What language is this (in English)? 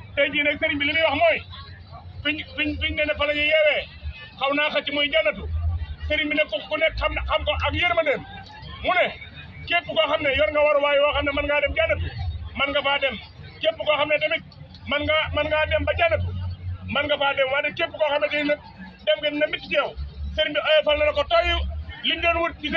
Wolof